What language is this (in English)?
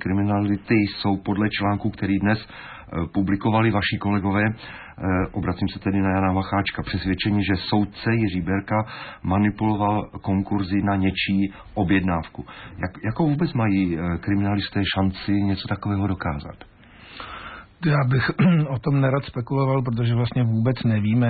Czech